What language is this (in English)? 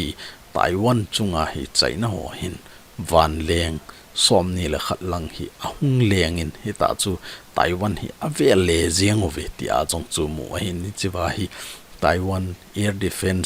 Thado Chin